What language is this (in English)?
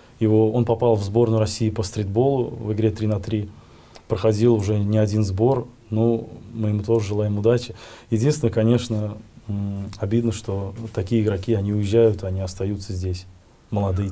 Russian